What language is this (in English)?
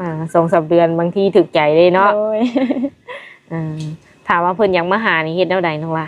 Lao